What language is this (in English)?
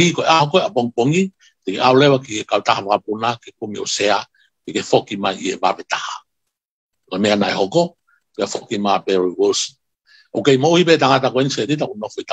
Tongan